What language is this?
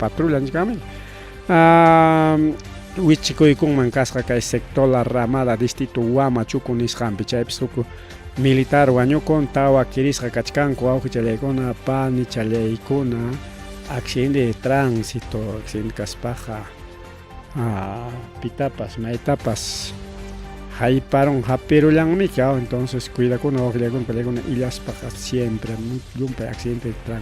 Ayacucho Quechua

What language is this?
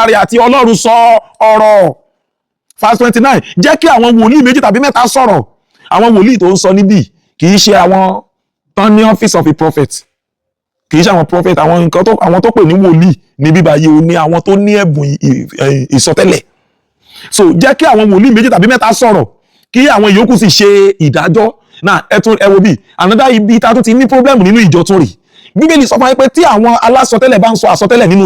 Yoruba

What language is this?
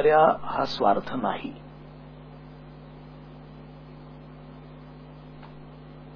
Marathi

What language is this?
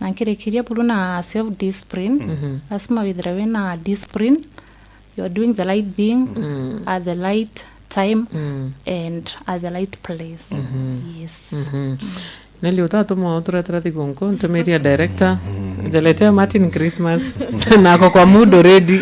Meru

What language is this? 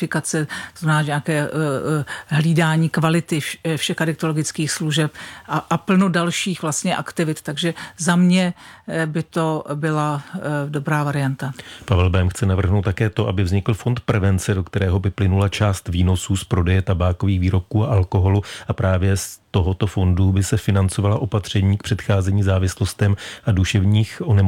Czech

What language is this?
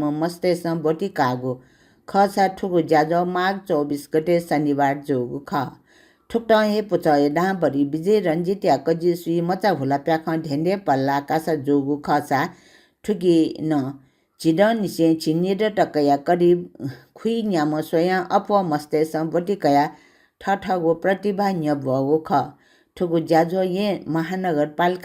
Newari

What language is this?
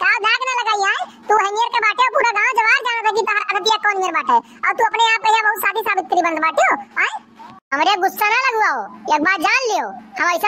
Awadhi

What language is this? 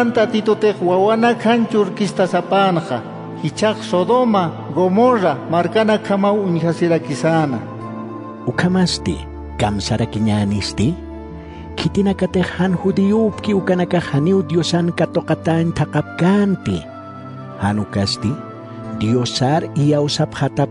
Aymara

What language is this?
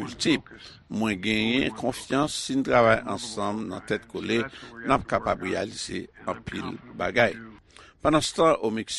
Haitian Creole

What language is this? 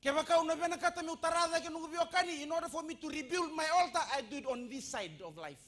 Fijian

